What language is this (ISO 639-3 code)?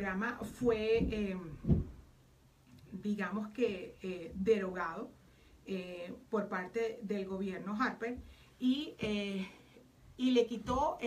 spa